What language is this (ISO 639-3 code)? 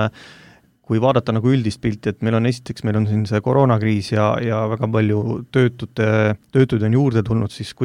est